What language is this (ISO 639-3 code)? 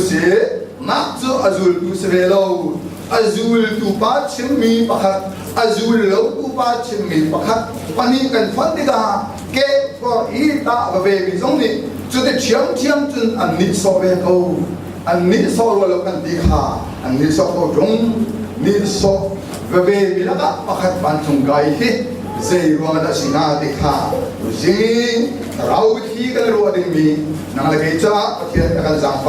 cnh